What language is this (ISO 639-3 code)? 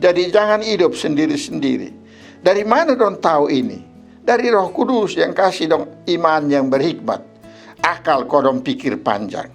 mkn